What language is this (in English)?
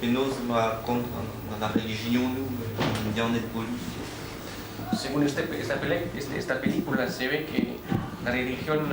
Breton